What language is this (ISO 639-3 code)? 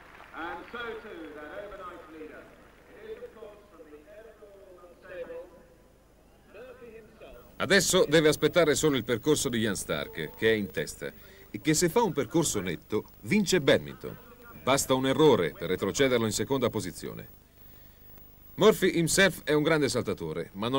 ita